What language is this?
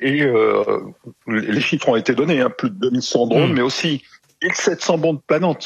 French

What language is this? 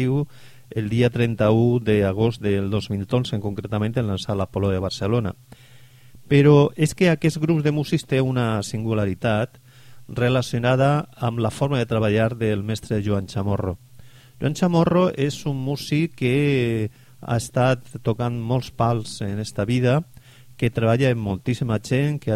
Catalan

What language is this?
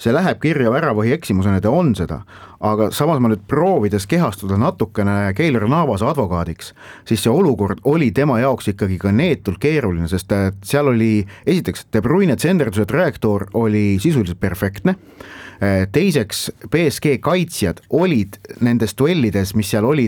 Estonian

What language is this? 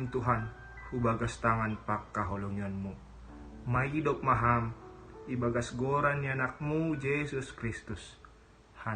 Batak Simalungun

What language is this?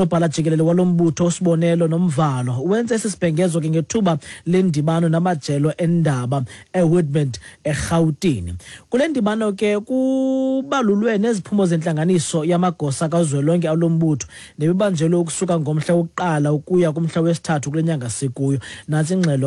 Xhosa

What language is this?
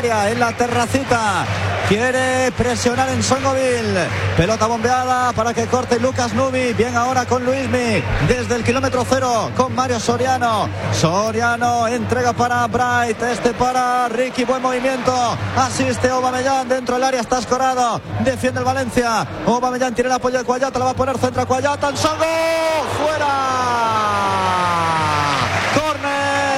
Spanish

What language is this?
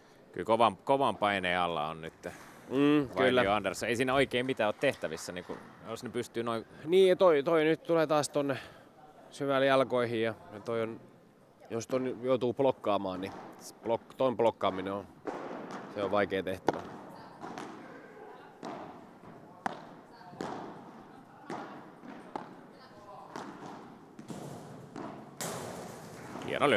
Finnish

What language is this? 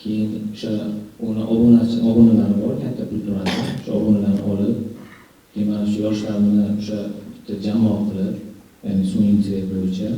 Uzbek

